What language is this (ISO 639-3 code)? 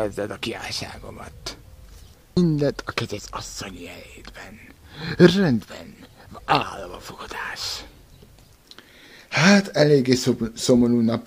hun